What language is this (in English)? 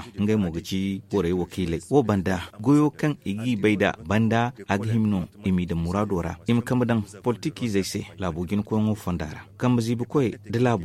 Zarma